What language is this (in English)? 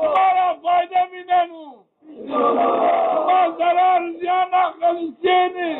Zaza